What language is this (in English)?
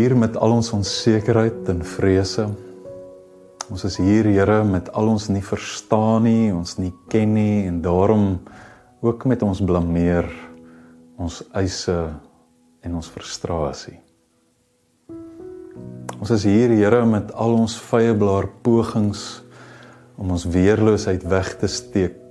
Afrikaans